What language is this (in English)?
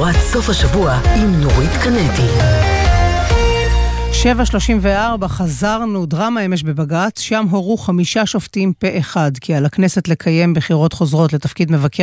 Hebrew